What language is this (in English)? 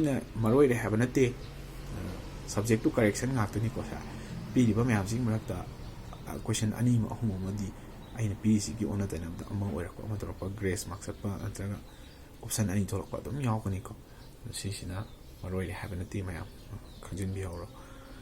Manipuri